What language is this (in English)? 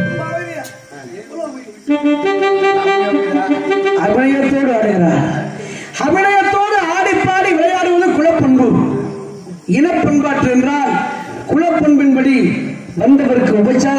Tamil